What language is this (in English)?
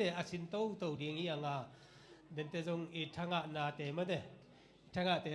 Tedim Chin